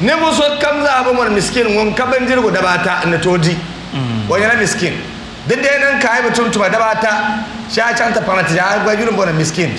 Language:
Dagbani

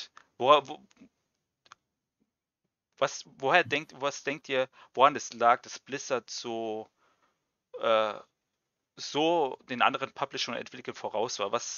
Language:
German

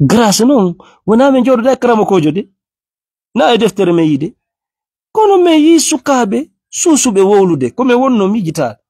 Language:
Fula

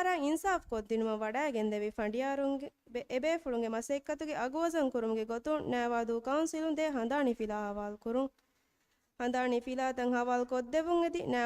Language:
Divehi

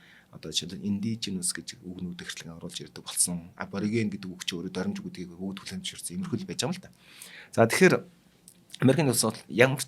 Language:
Mongolian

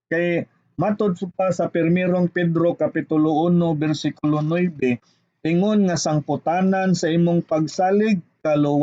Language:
Cebuano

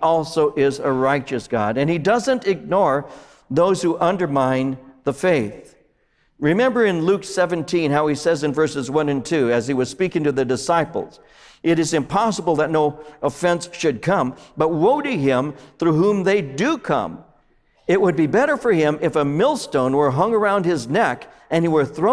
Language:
English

